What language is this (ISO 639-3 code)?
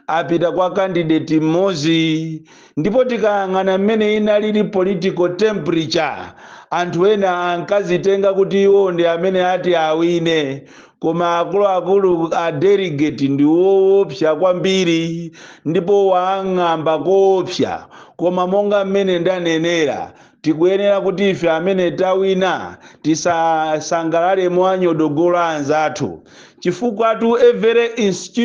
nya